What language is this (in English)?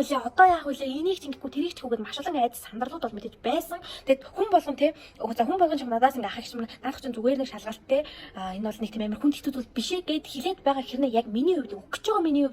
Mongolian